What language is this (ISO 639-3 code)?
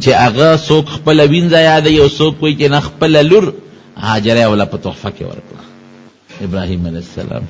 pus